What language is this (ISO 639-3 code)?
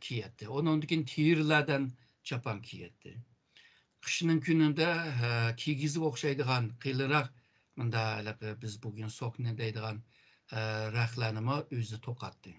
uig